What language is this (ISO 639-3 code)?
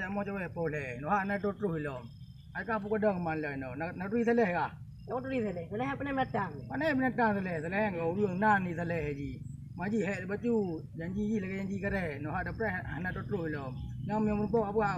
ace